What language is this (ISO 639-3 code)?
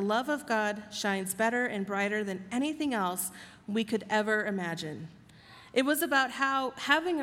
eng